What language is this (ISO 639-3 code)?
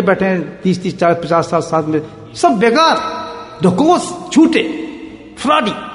urd